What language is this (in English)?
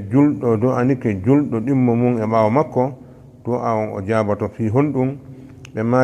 Fula